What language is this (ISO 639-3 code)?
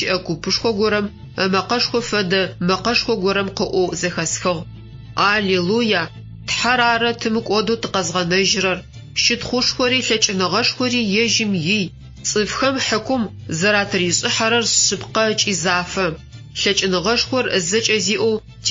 ady